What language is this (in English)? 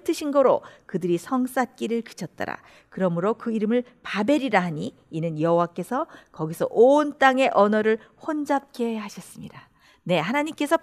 Korean